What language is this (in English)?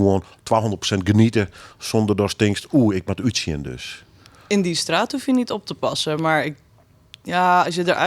Western Frisian